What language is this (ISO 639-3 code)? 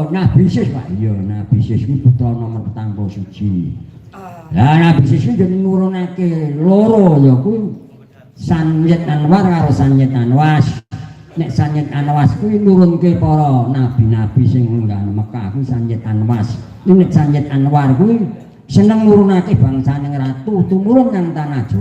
jav